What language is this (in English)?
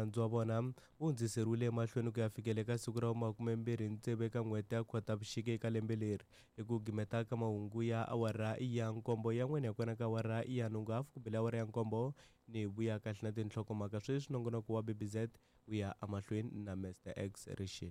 Tsonga